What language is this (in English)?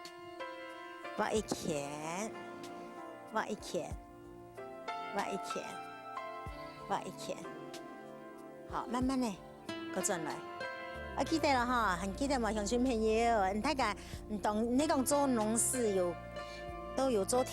Hakka Chinese